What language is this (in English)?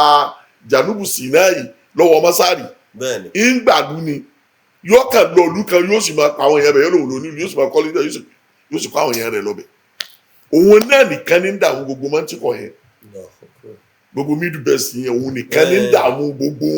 Yoruba